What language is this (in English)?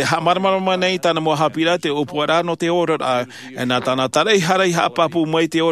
Tahitian